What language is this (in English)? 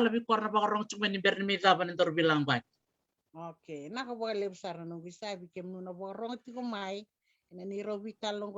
Fijian